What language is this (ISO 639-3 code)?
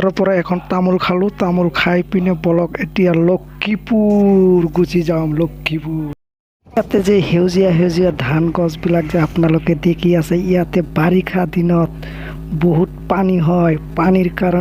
asm